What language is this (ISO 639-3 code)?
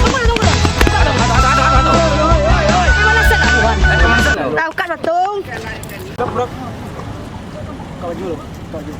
min